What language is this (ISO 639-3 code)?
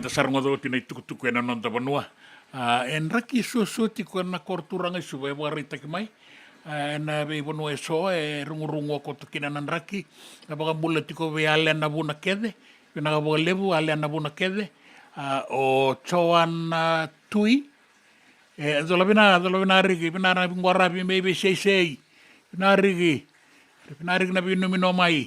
fij